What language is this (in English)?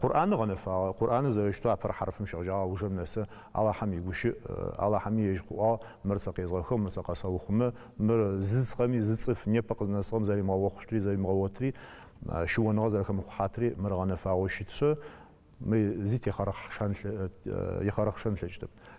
Adyghe